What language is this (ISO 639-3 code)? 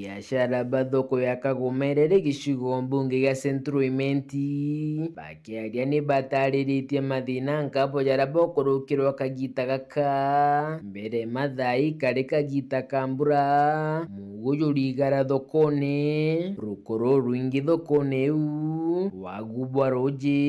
mer